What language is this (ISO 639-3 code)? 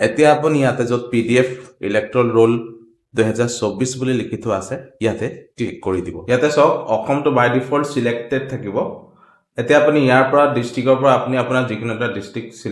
asm